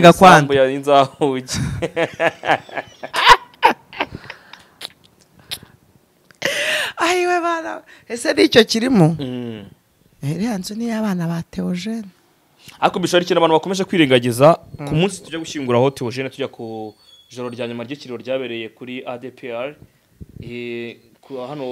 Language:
Kinyarwanda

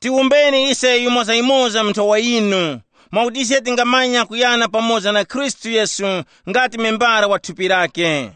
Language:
Tumbuka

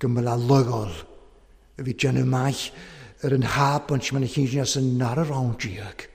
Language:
Welsh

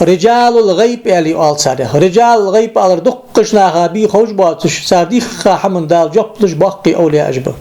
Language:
Ingush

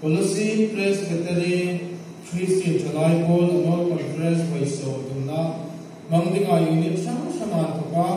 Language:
Hmar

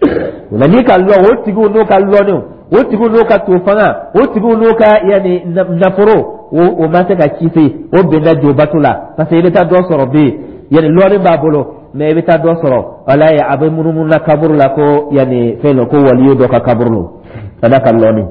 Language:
Dyula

